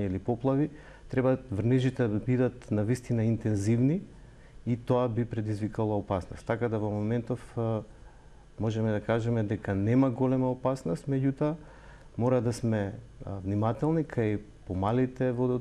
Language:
Macedonian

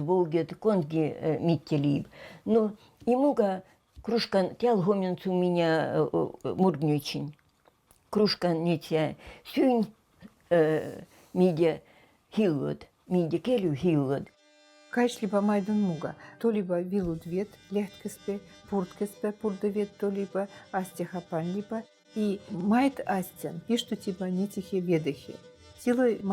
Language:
Veps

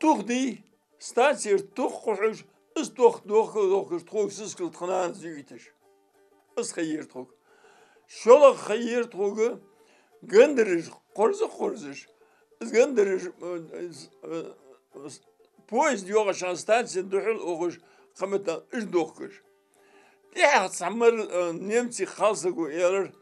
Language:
Ingush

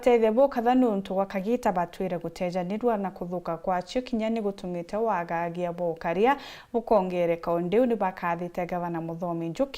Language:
Meru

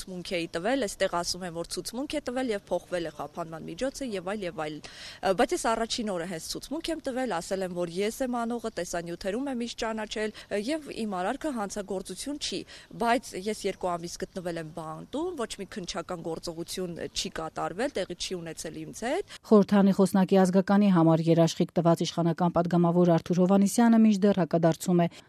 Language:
Armenian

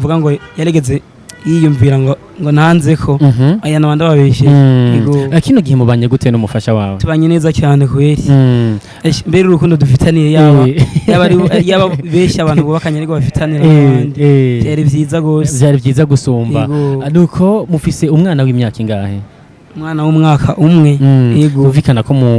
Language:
Rundi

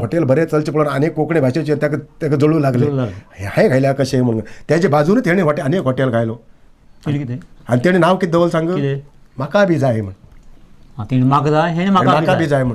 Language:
Konkani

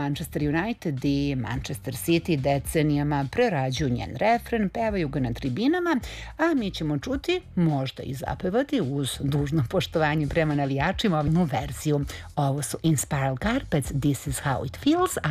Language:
Serbian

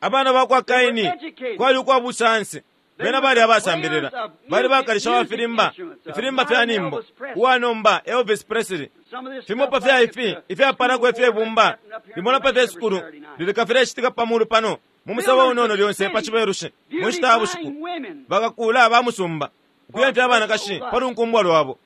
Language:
Bemba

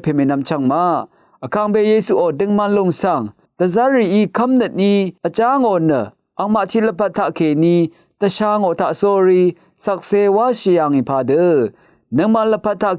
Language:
Rawang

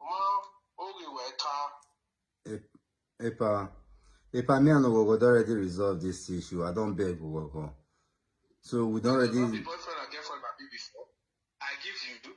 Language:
Nigerian Pidgin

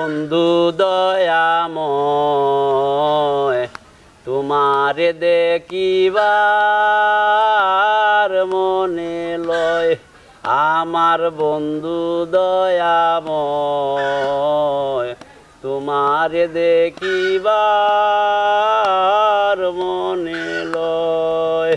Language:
Sylheti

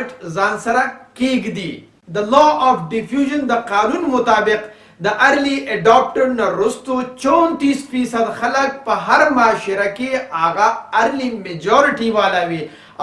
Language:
Pashto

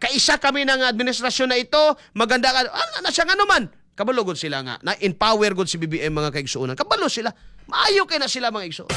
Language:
Cebuano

